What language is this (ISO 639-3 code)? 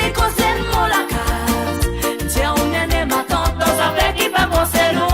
mfe